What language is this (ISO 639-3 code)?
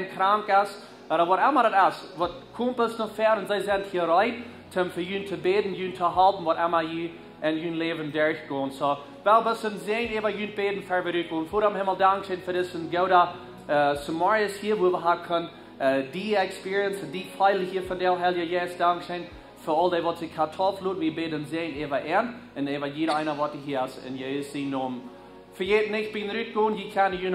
pdt